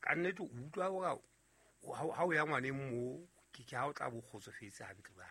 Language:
Southern Sotho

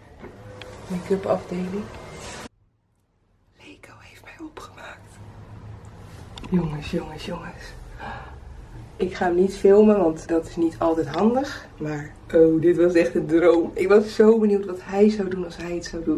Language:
Dutch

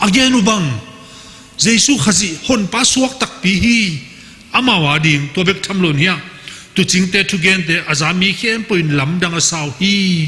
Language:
Tedim Chin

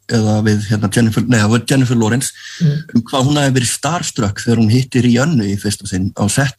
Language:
Icelandic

